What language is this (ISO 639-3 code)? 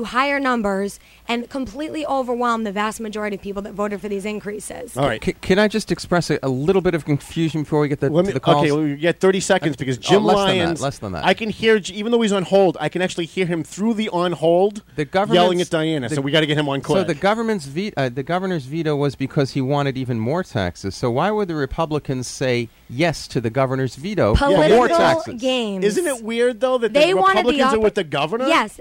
eng